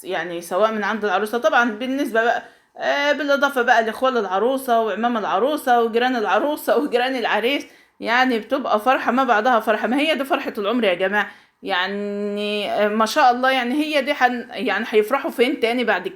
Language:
Egyptian Arabic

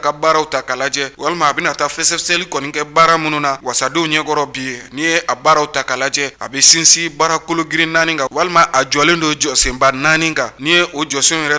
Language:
Bambara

